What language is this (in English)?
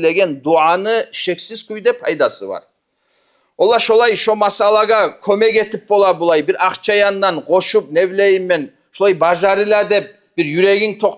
Kumyk